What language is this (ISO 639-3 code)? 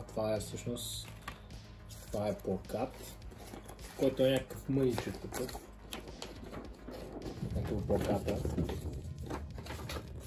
bul